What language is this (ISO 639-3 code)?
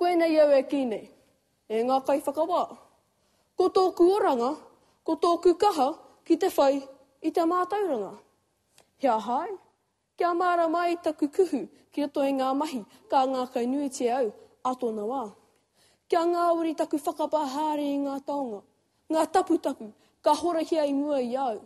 mri